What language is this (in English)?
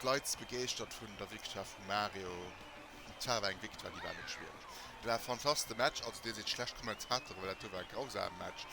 Luxembourgish